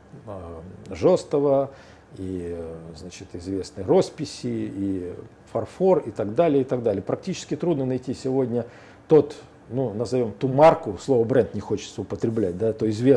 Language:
Russian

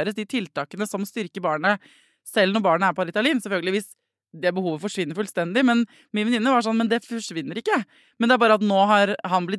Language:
Norwegian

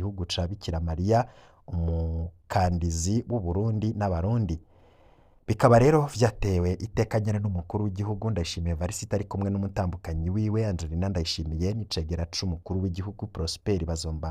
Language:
Rundi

